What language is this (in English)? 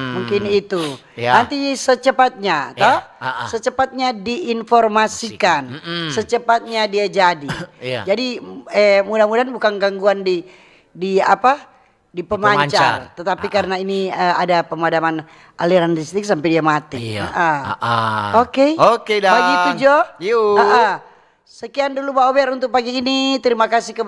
Manado Malay